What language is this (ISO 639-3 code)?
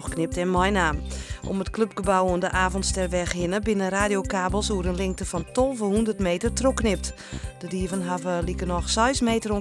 fry